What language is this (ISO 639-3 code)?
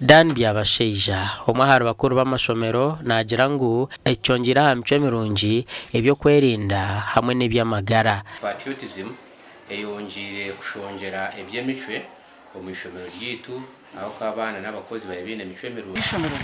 nyn